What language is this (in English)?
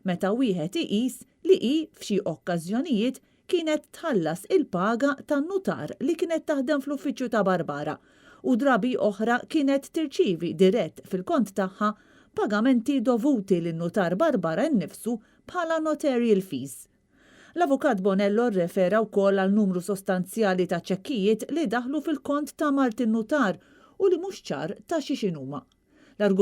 Maltese